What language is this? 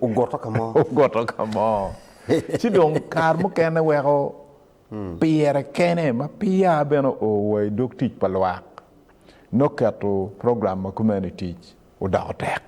Acoli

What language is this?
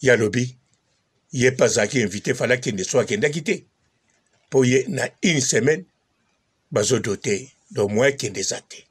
Lingala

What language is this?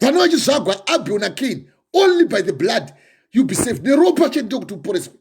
Shona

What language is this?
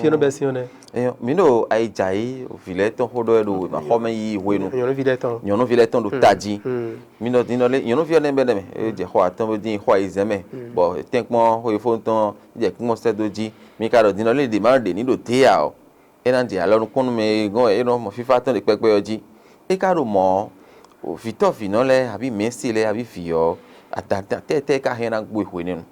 Fon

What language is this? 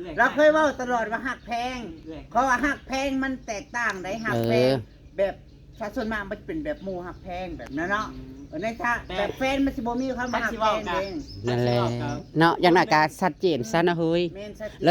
Northeastern Thai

